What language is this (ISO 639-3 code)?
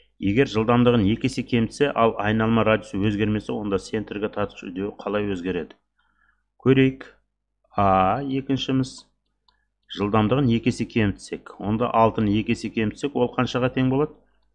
kaz